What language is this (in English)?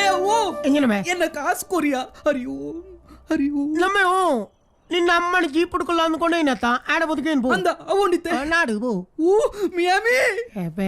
Tulu